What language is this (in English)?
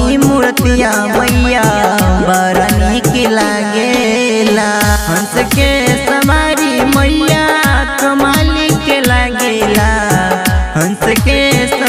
Bhojpuri